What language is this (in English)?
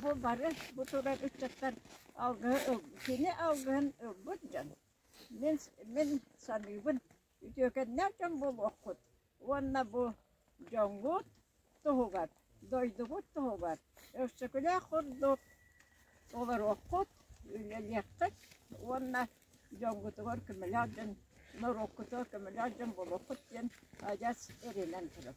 Yakut